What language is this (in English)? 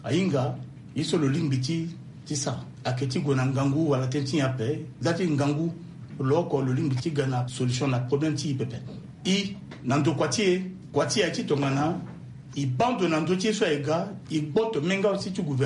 Sango